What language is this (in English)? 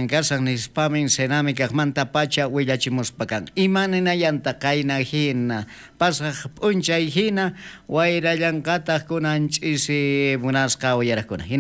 South Bolivian Quechua